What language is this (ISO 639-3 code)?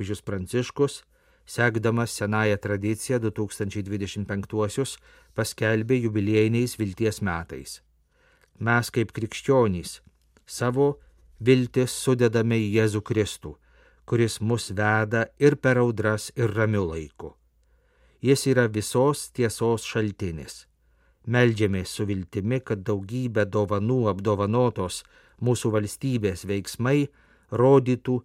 lit